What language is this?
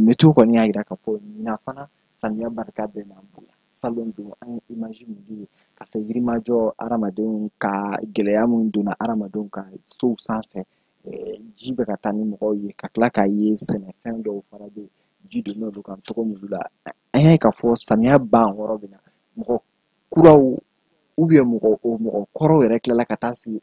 Bambara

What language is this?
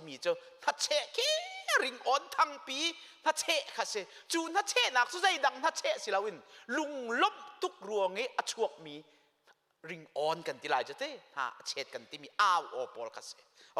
Hakha Chin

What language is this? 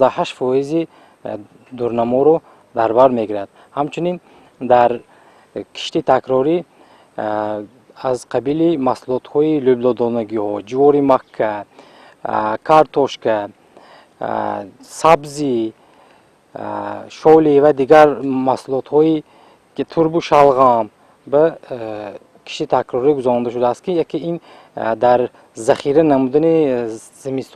Tajik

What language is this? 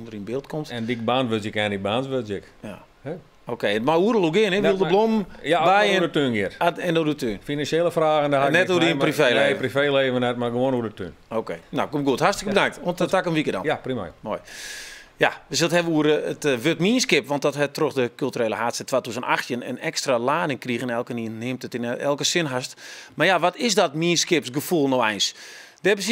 Western Frisian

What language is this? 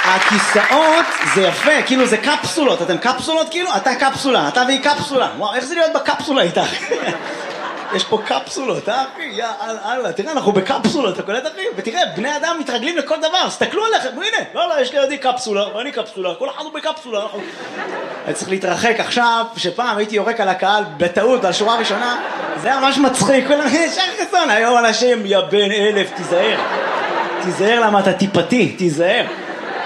Hebrew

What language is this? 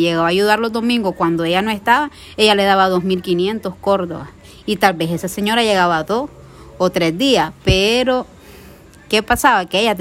Spanish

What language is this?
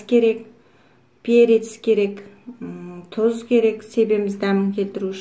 Kazakh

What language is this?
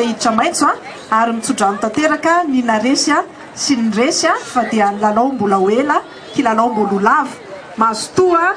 Malagasy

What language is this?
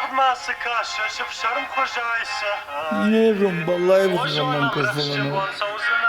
Ossetic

